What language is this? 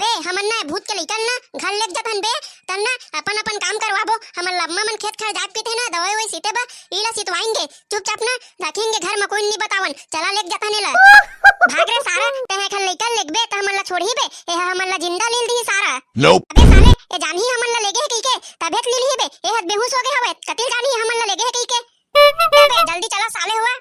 Chhattisgarhi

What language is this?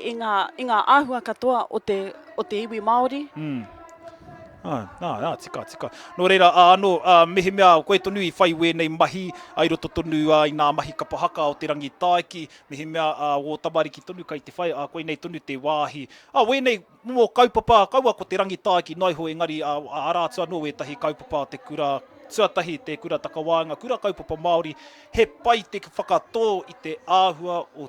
Māori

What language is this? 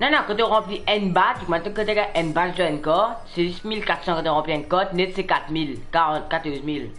Morisyen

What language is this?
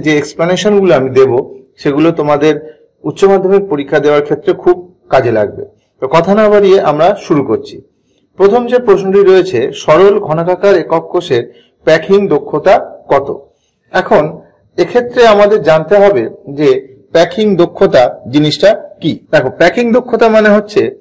Bangla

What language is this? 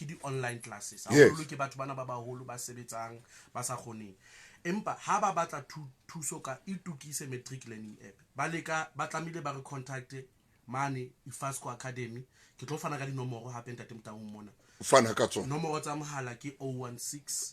Southern Sotho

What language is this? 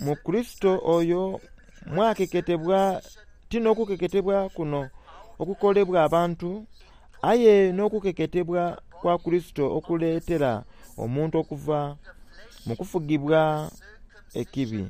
Soga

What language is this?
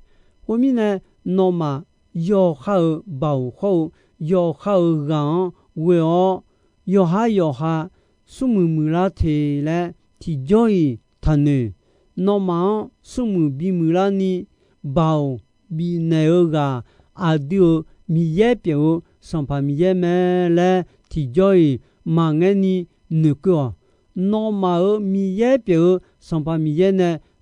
Akha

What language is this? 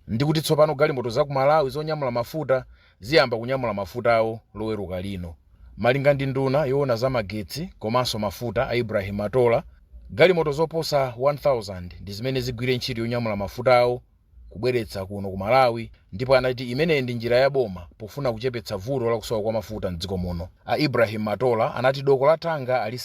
Nyanja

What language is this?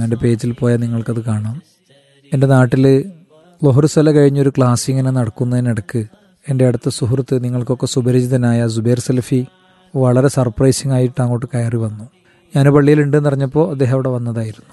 Malayalam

